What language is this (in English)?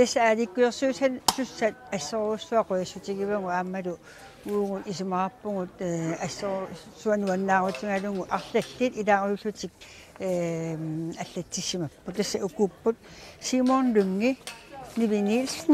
Kalaallisut